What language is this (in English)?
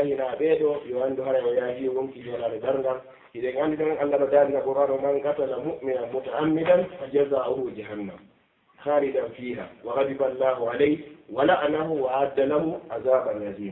Fula